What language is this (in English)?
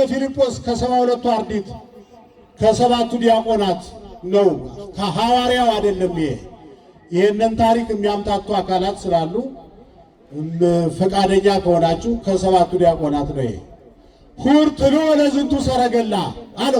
Amharic